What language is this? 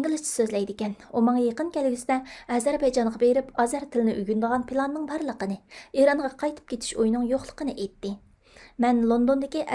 Uyghur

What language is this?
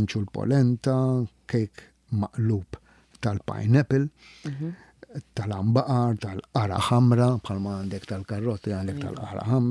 Maltese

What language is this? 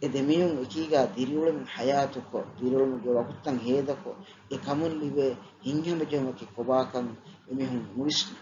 Divehi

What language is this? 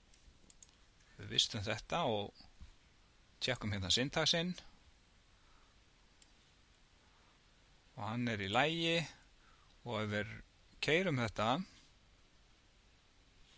Icelandic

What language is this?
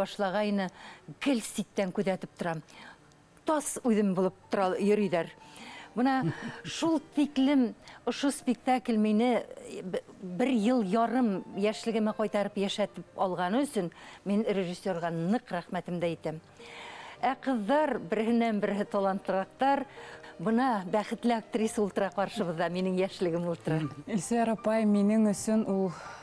Bashkir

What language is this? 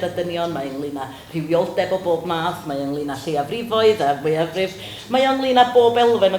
Welsh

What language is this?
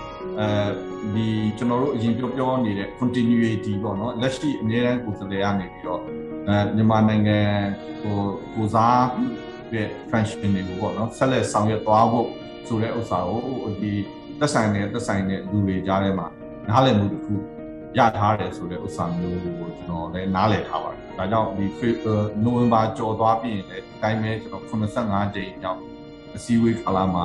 Burmese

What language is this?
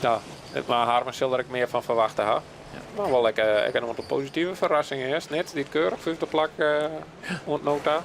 Western Frisian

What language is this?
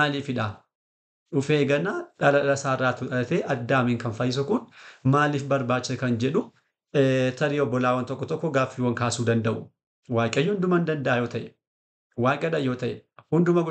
Oromo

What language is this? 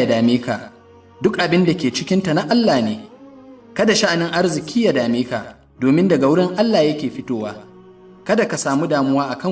Hausa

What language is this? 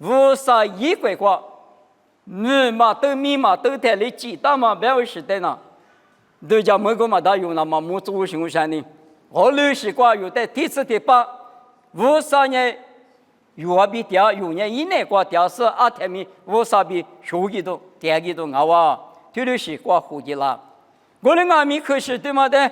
Lisu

